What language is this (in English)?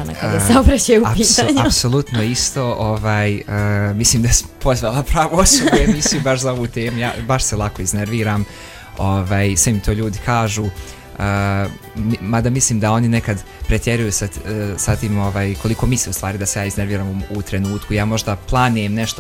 Bosnian